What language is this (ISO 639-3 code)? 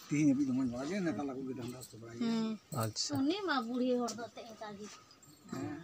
sat